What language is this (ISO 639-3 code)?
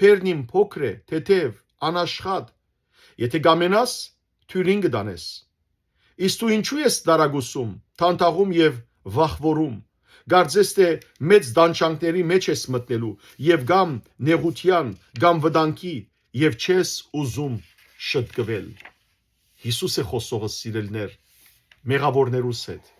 hyw